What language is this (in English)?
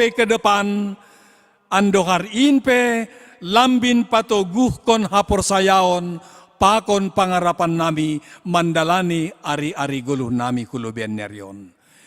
Batak Simalungun